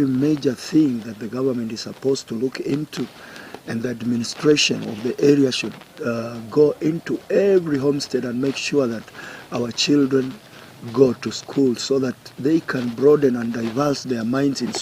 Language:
Gusii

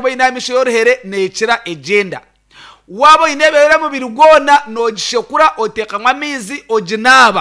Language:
Nyankole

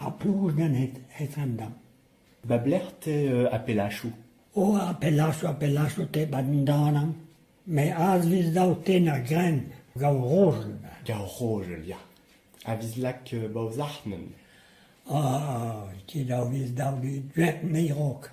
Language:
Breton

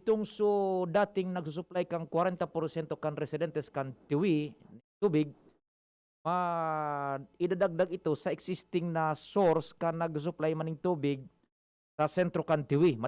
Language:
Bikol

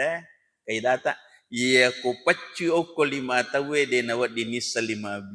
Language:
Buginese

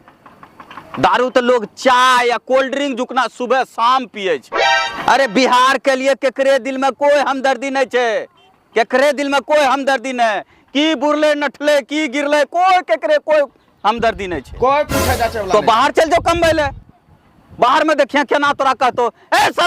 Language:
Angika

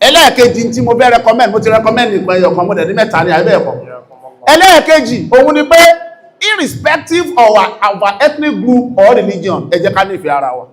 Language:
Yoruba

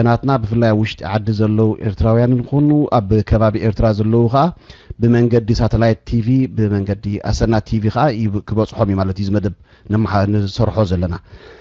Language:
Tigrinya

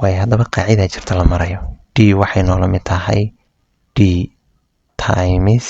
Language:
Somali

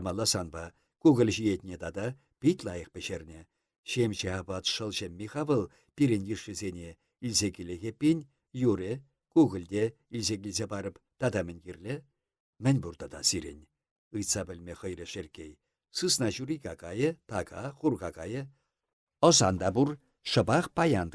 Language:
Chuvash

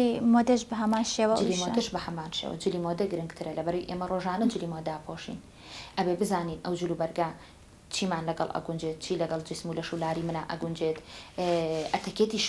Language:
Central Kurdish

